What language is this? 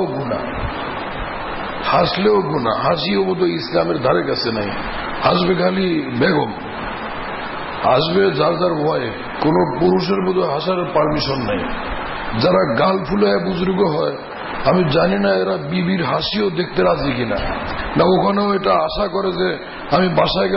Bangla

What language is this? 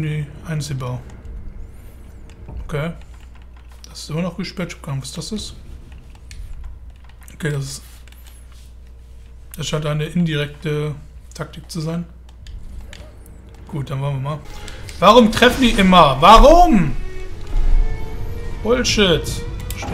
German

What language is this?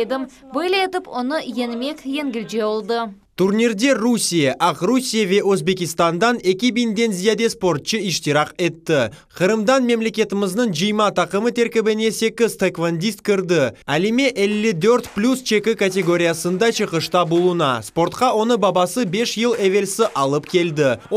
Crimean Tatar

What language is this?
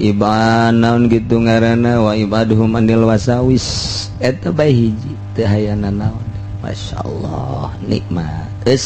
Sundanese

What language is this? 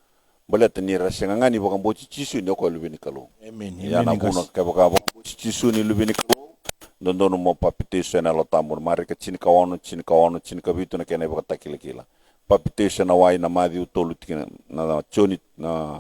Fijian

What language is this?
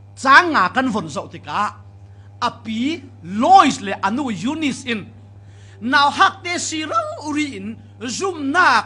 Falam Chin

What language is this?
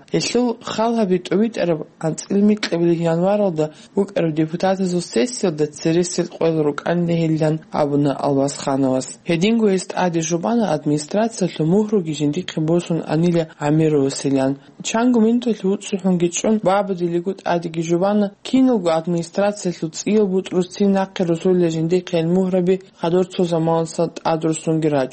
Avaric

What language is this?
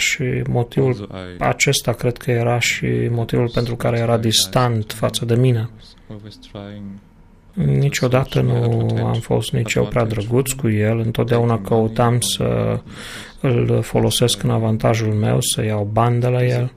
Romanian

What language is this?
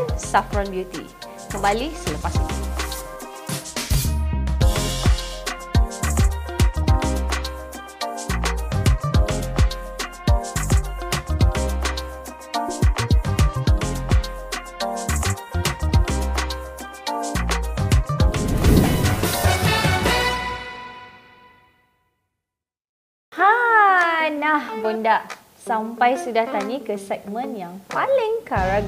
Malay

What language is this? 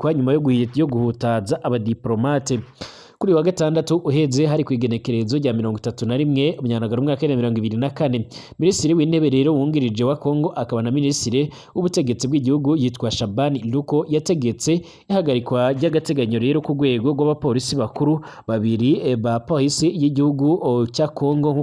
Rundi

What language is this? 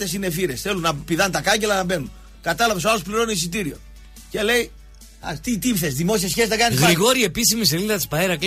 Greek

